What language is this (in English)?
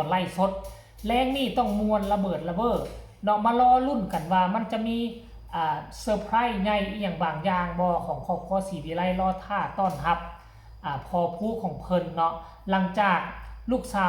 Northeastern Thai